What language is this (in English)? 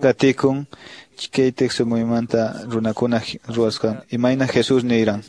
Quechua